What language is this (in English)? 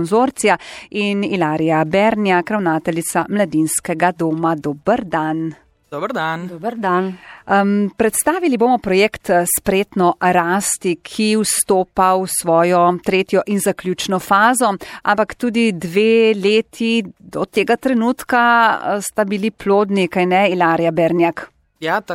Slovenian